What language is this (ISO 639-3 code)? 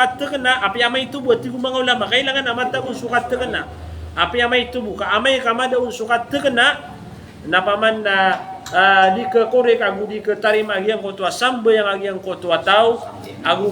mrw